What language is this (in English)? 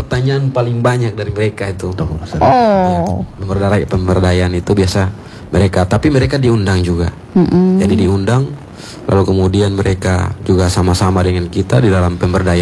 Indonesian